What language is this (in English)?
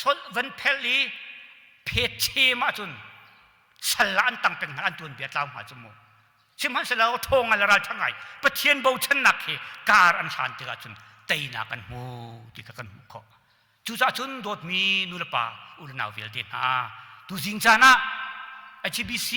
Hakha Chin